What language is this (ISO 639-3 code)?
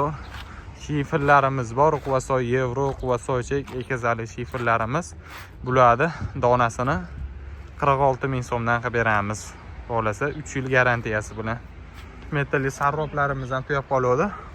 uzb